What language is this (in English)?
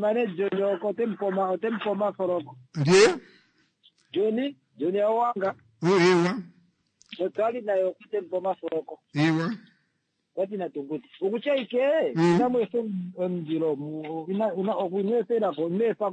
Kuanyama